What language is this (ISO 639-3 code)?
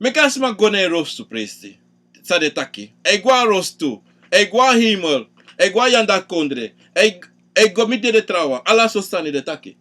srn